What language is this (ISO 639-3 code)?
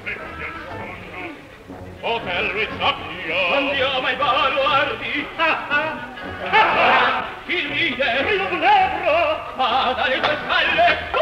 ita